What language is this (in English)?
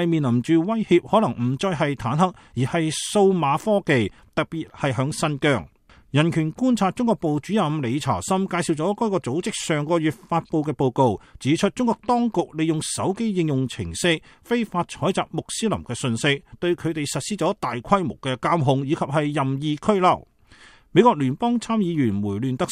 Cantonese